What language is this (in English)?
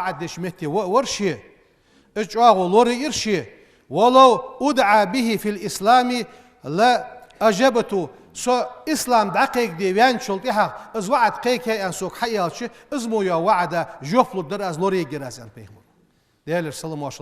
Ingush